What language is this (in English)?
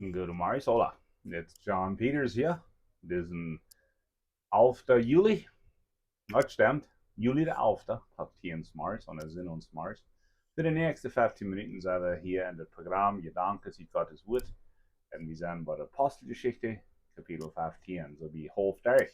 Plautdietsch